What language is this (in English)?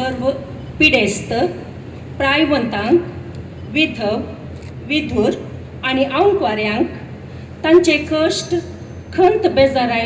Konkani